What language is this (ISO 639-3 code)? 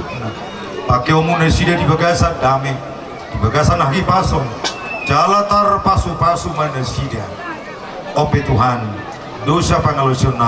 bbc